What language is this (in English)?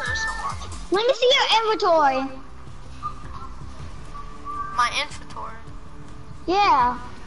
English